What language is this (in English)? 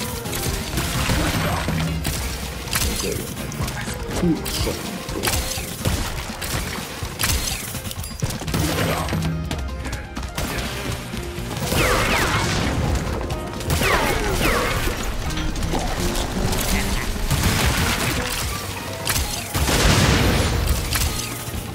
Hungarian